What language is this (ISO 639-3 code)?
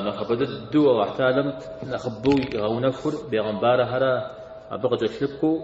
kbd